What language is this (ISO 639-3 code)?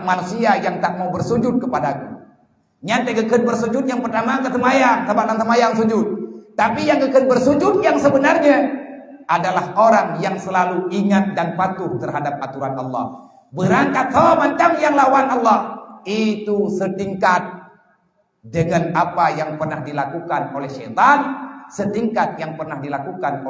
ace